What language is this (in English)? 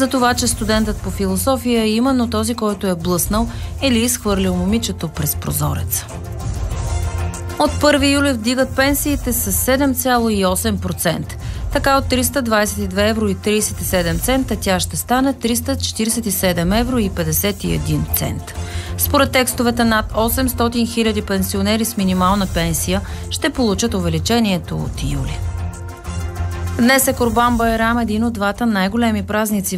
Bulgarian